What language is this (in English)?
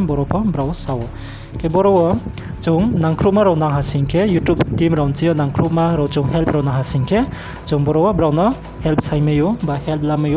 Riang (India)